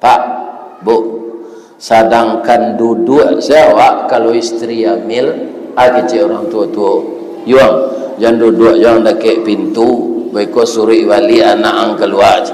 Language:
Minangkabau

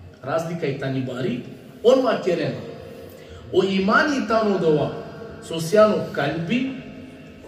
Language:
Balkan Romani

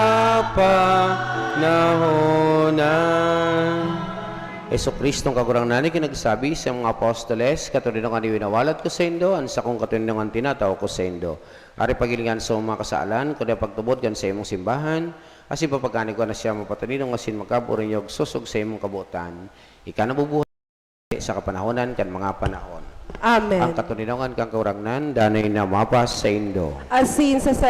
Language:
Bikol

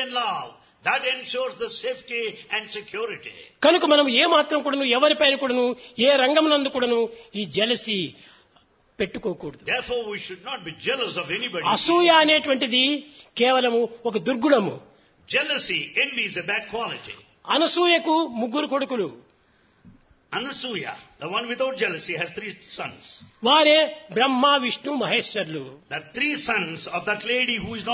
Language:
Telugu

